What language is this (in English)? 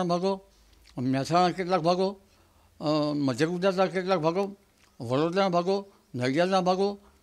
Gujarati